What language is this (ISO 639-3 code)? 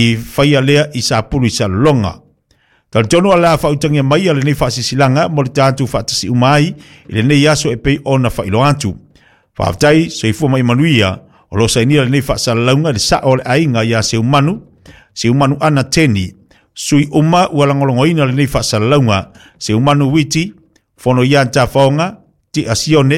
smo